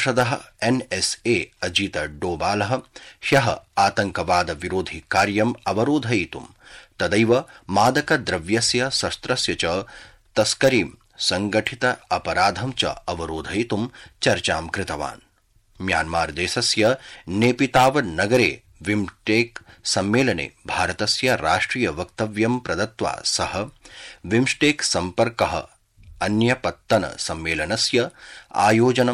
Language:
Sanskrit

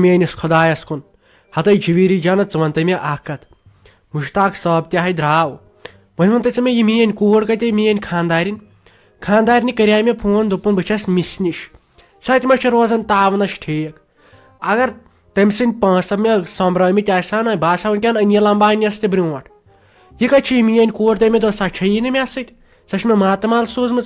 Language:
Kashmiri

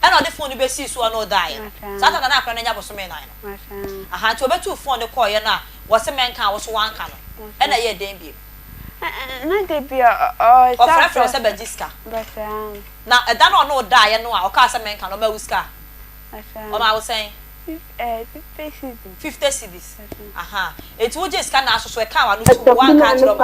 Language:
Akan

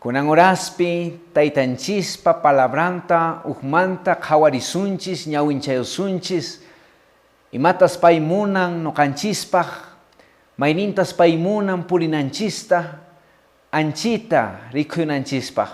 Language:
Quechua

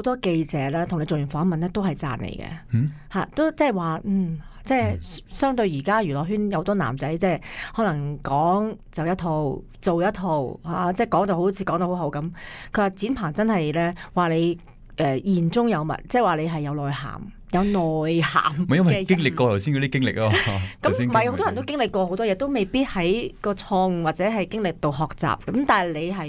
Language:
Cantonese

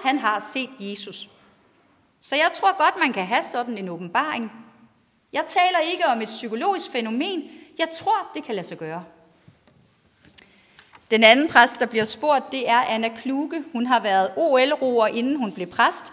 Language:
Danish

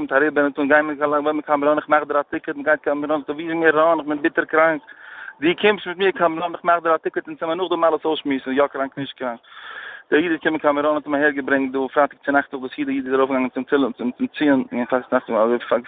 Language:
Yiddish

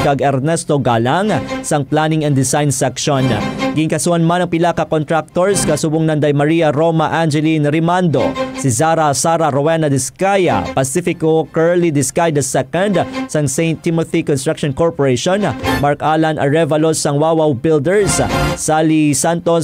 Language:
Hiligaynon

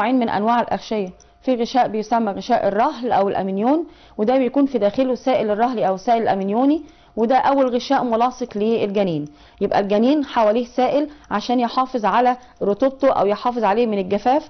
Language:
Egyptian Arabic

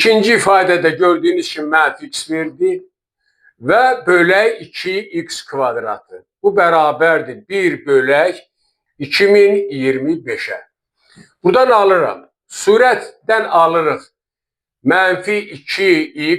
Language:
Azerbaijani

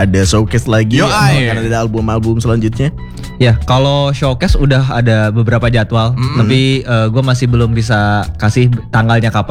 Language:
Indonesian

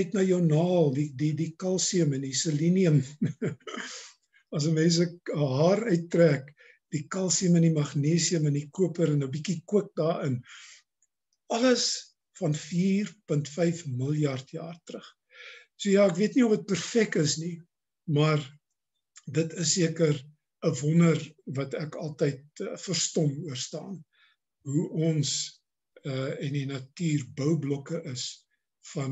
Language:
Afrikaans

